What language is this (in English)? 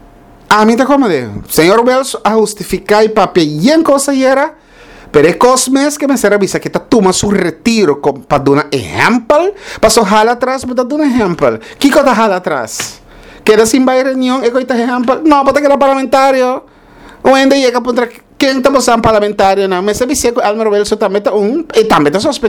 Papiamento